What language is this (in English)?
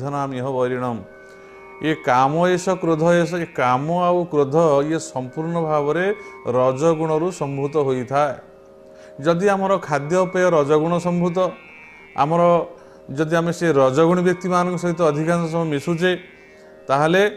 Odia